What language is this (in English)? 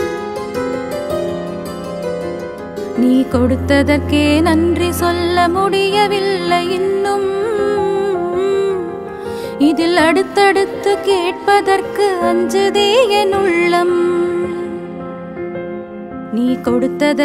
Tamil